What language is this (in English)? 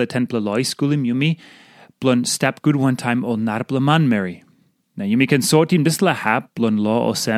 Tok Pisin